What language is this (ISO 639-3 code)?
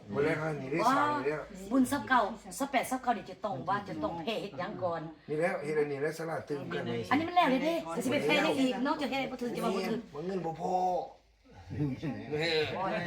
lao